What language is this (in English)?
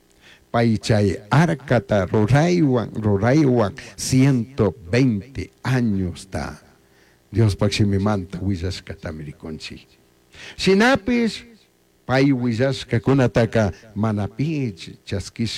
Chimborazo Highland Quichua